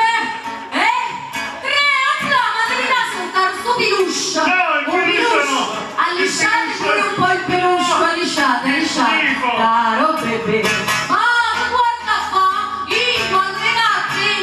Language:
Neapolitan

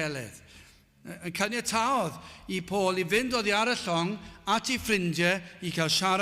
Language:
Welsh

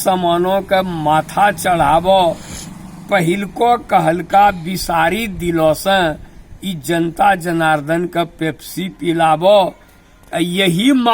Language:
Angika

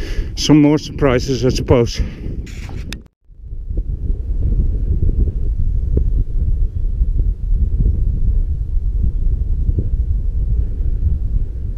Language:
English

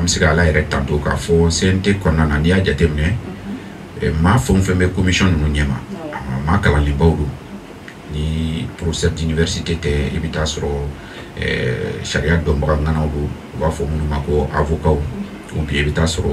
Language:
Bambara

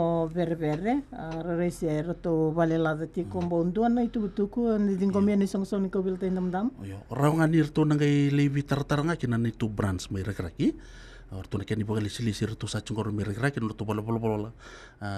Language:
Fijian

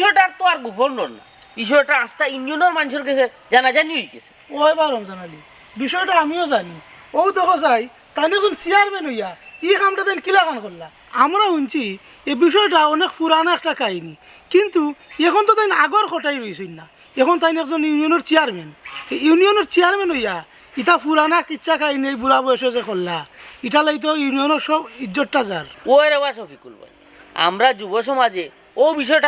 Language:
Sylheti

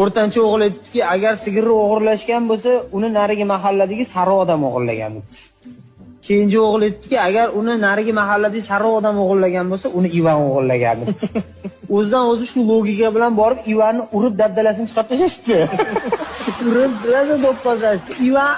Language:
Uzbek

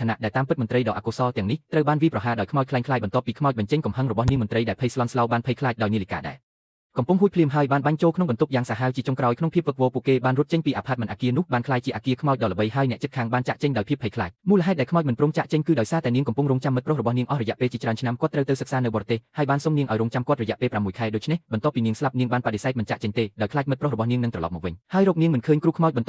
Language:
Khmer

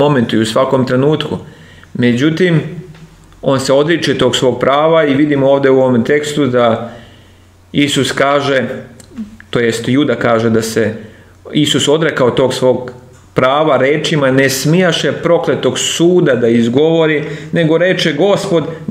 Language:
Serbian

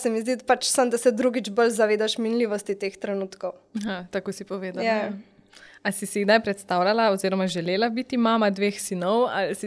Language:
Slovenian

